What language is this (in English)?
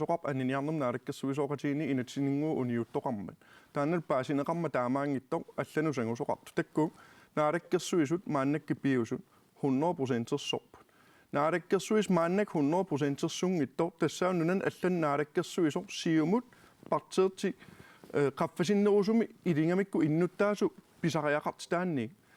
Kalaallisut